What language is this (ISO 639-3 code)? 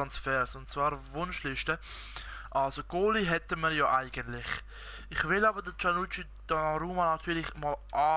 gsw